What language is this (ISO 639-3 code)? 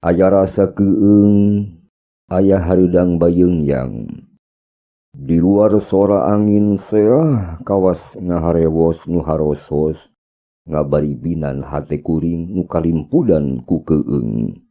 sun